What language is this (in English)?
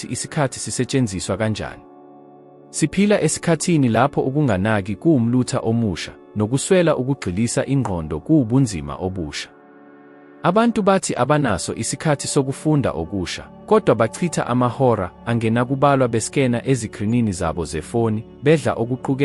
Zulu